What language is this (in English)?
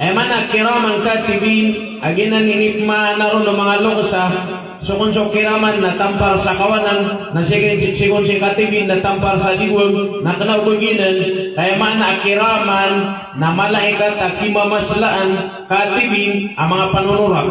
Maranao